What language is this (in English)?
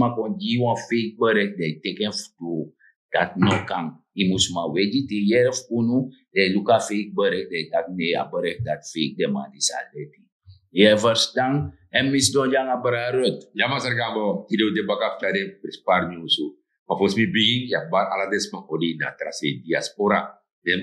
Sranan Tongo